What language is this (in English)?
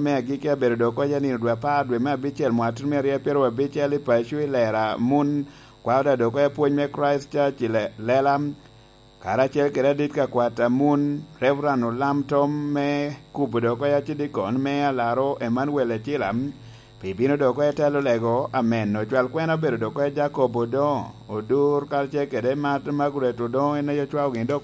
Lango (Uganda)